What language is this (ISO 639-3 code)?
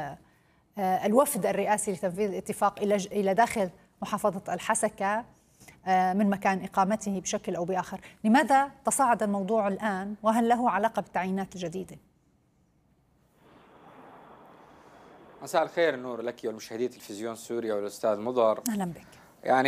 ara